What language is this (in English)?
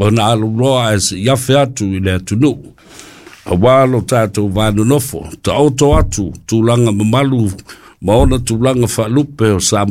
Samoan